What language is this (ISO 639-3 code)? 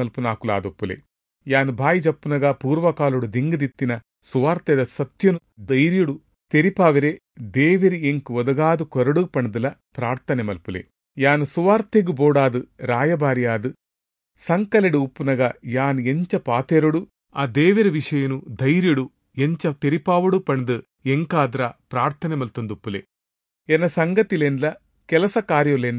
tcy